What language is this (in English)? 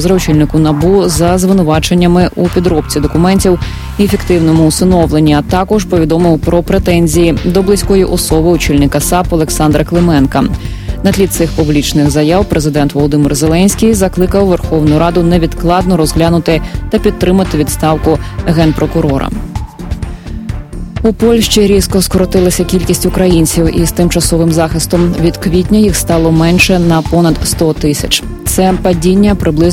Ukrainian